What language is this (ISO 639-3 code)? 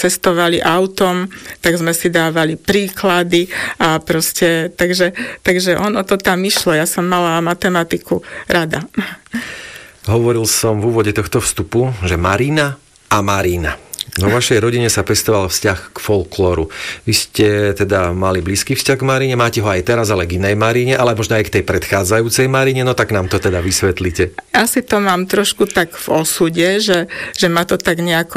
slk